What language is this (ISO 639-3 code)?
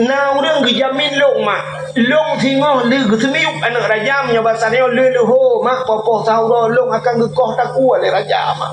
ace